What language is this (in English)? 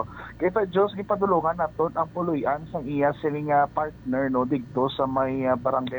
Hiligaynon